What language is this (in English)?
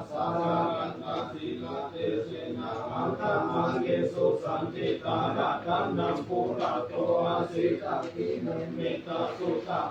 Pali